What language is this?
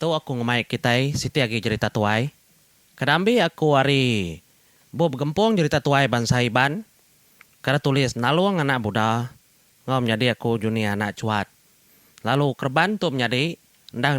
Iban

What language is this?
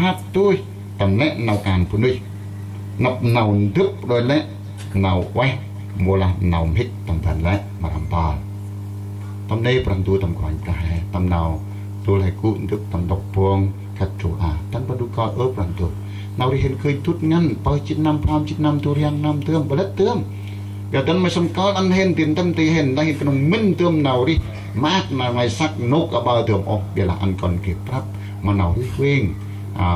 Central Mnong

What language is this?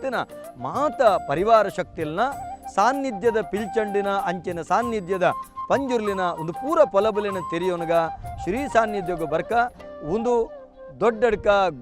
Tulu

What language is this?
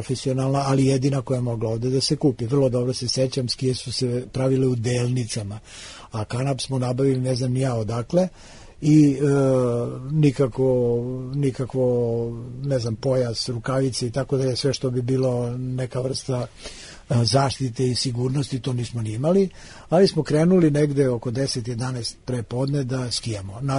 Serbian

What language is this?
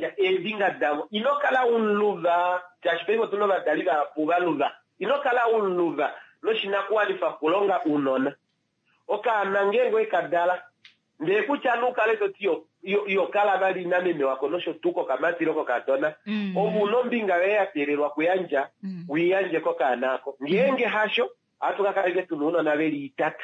Kuanyama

